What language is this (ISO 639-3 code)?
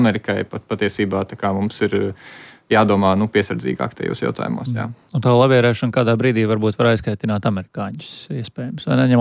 lav